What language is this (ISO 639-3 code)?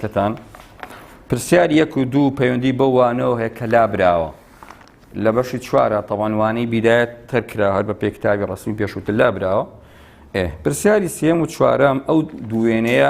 ckb